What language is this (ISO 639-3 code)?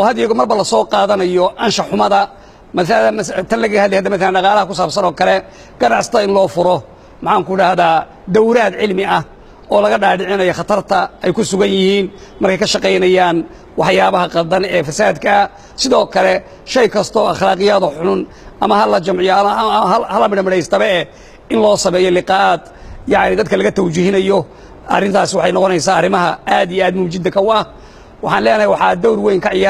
som